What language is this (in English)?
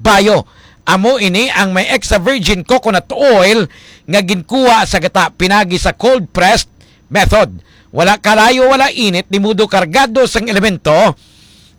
Hiligaynon